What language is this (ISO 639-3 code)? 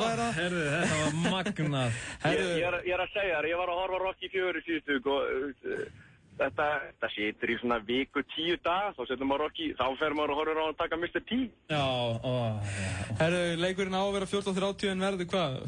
isl